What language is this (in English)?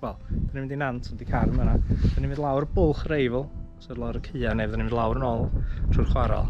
Welsh